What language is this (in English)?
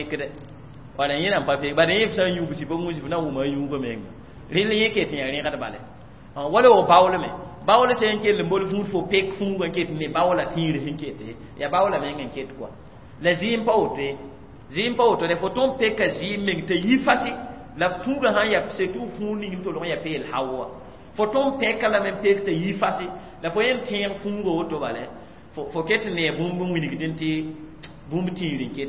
Mossi